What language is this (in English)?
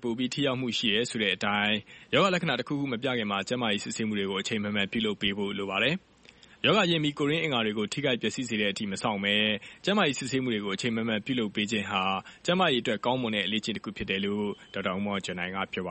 Burmese